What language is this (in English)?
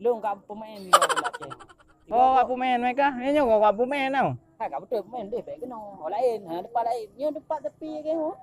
Achinese